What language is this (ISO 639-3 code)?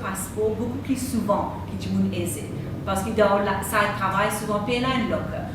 mfe